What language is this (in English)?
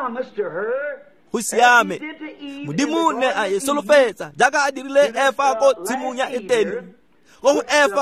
Tswana